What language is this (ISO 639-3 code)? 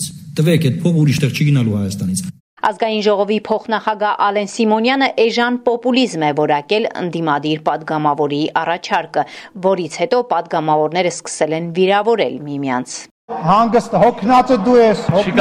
hye